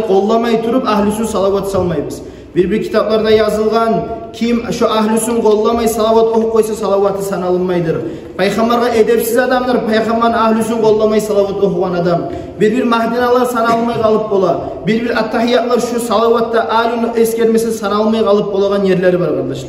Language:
Kumyk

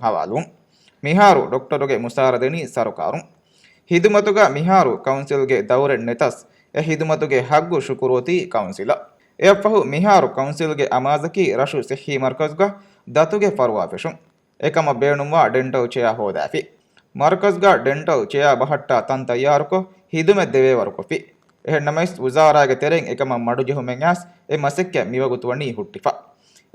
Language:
Divehi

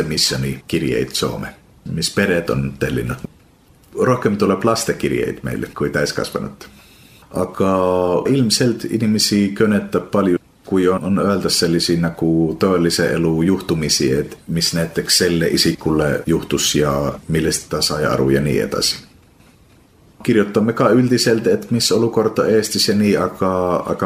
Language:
Estonian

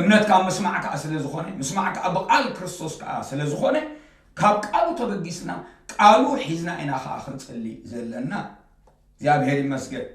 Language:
Tigrinya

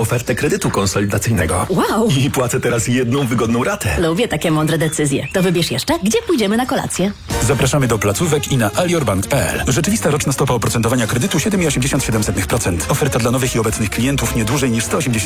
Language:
Polish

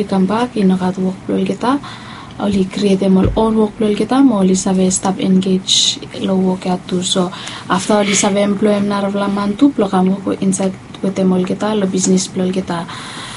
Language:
Bislama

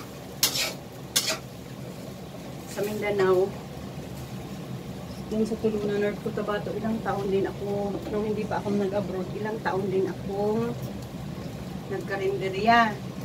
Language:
Filipino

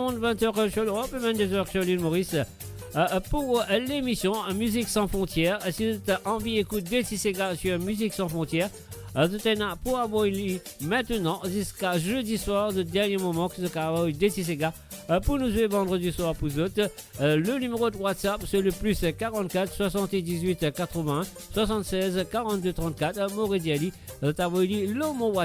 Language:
Morisyen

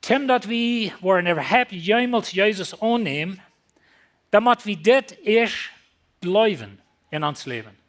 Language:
Plautdietsch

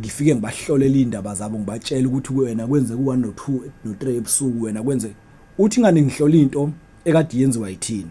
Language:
Zulu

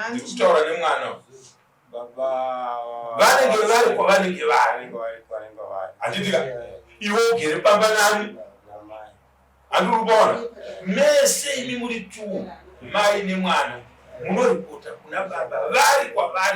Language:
Shona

